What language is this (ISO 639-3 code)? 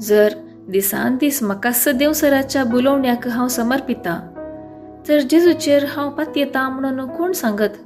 kok